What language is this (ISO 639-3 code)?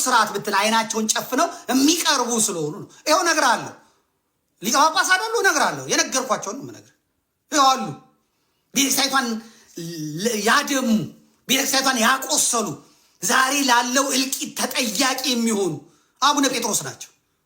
amh